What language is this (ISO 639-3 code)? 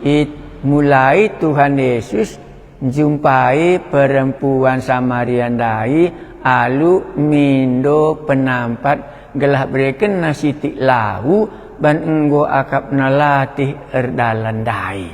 btx